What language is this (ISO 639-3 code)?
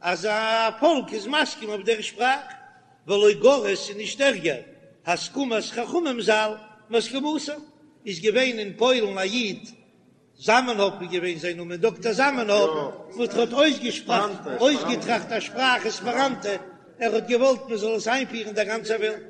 yid